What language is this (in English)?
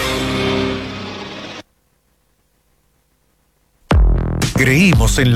Spanish